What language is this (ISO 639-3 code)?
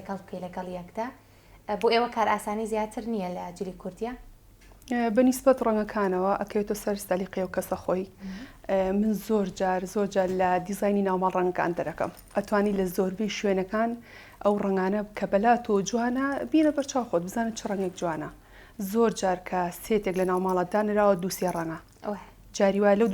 ckb